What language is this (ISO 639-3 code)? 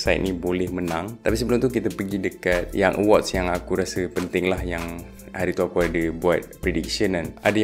msa